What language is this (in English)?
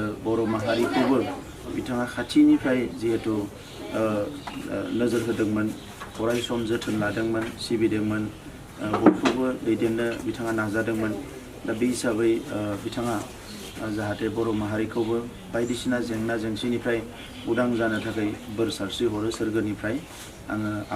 Bodo